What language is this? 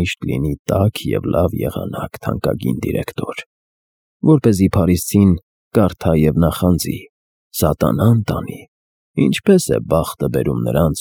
Armenian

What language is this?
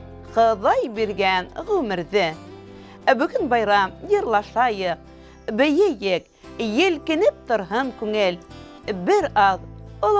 Bashkir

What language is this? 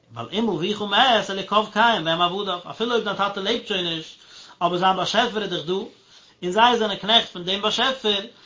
Yiddish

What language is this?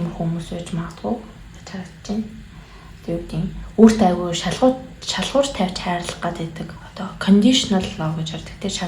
Mongolian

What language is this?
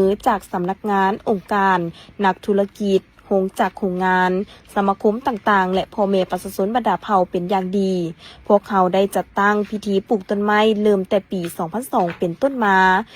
Lao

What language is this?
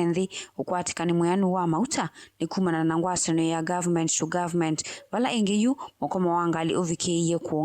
Kamba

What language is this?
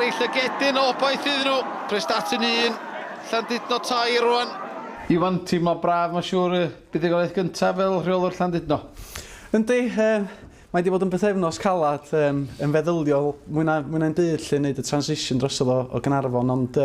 Welsh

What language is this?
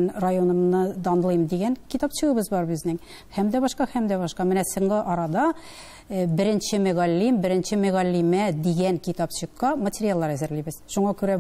Tatar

